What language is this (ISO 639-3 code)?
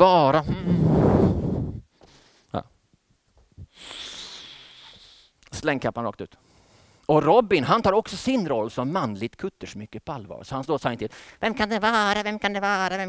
swe